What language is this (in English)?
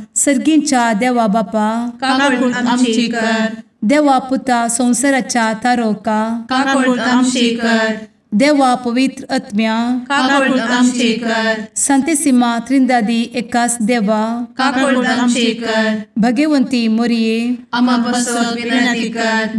Konkani